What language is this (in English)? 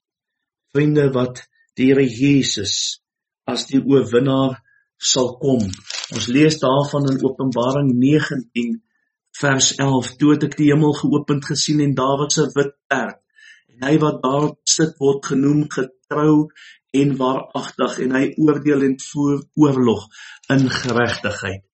Afrikaans